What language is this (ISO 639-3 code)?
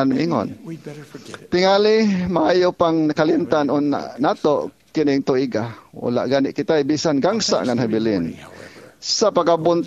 ceb